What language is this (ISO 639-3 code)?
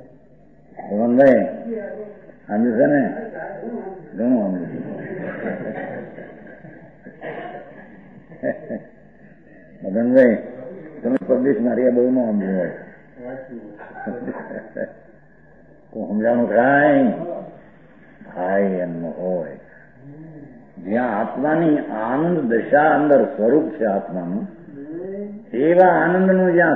guj